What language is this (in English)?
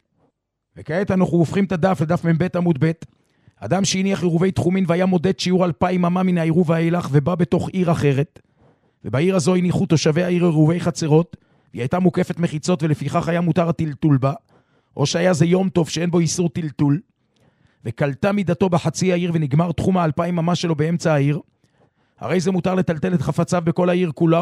Hebrew